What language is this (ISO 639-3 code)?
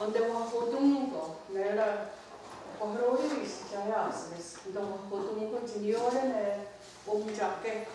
moh